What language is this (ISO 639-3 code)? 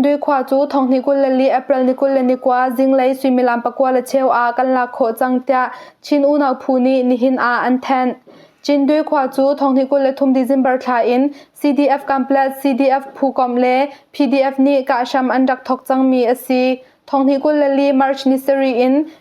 cnh